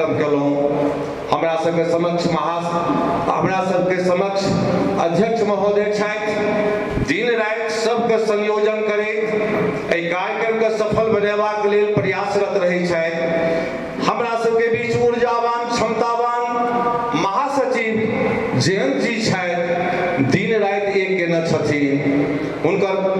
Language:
Maithili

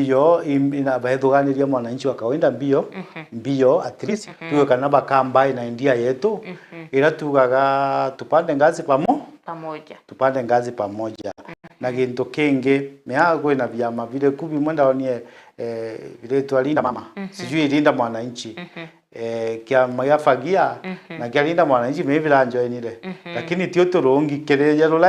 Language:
Meru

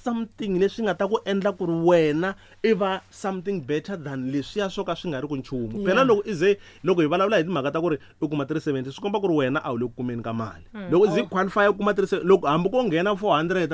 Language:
Tsonga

